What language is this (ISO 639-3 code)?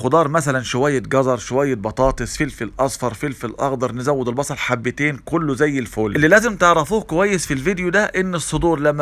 arz